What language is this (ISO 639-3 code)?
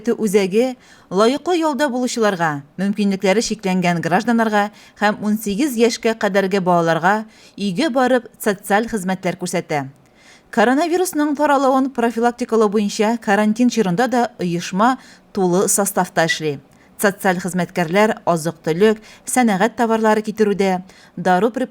tat